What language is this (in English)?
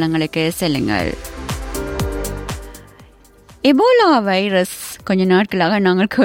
Tamil